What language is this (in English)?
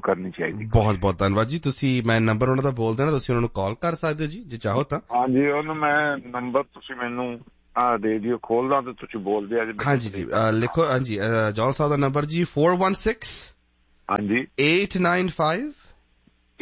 Punjabi